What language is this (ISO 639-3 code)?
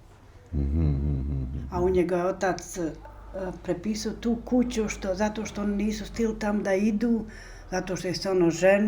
bos